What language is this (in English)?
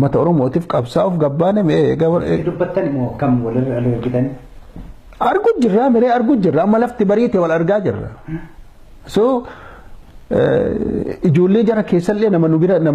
Oromo